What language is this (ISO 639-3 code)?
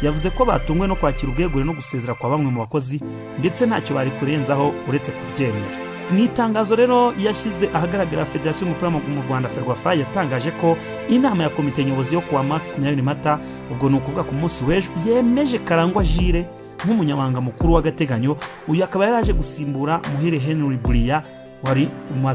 kin